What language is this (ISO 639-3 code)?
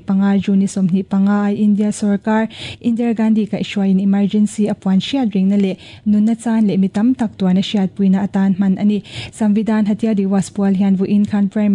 lus